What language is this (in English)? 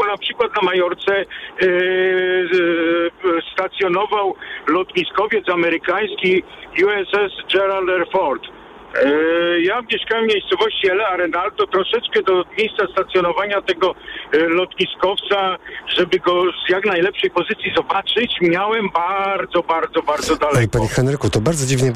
Polish